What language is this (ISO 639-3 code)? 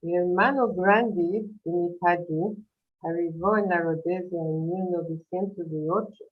lad